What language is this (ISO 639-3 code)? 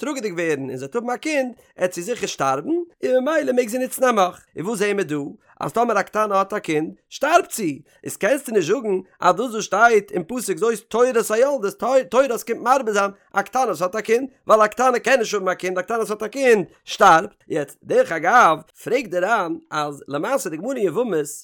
yid